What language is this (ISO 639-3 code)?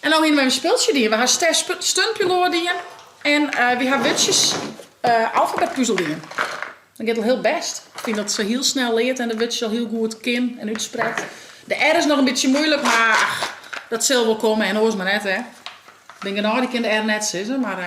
fry